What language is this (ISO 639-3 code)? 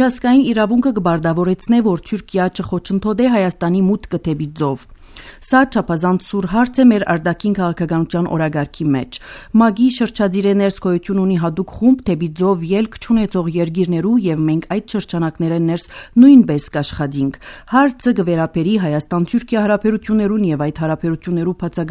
hye